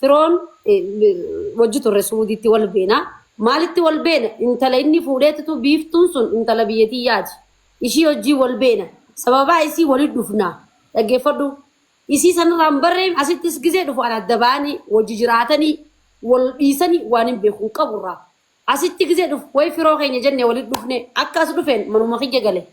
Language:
Oromo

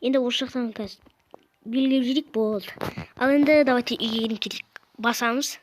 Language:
Kazakh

